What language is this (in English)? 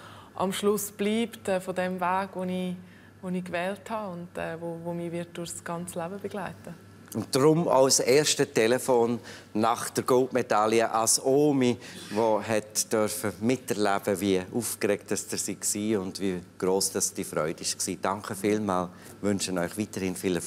Swiss German